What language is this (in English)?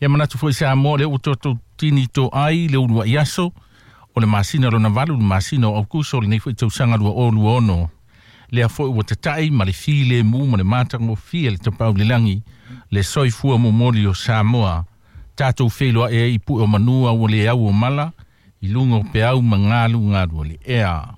Samoan